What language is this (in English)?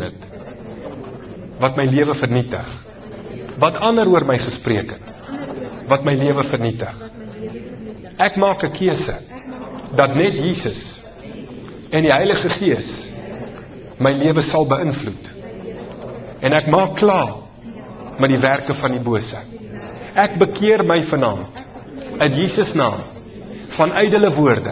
Afrikaans